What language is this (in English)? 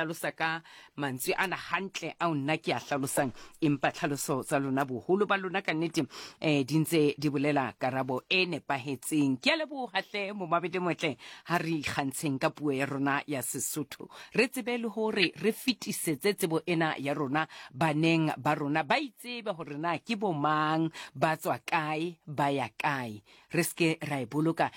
Southern Sotho